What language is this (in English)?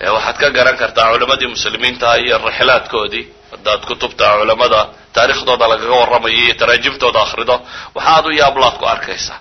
Somali